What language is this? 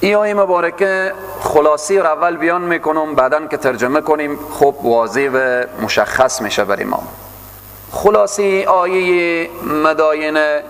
Persian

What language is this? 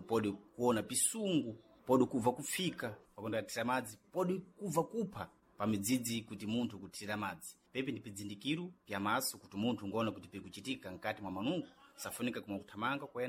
Sena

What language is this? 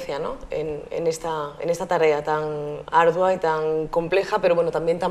Spanish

